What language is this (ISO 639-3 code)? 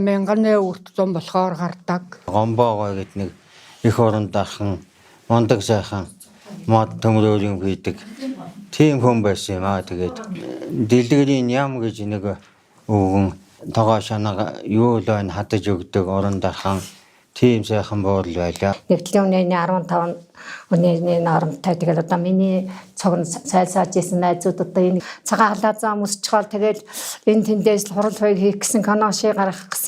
mon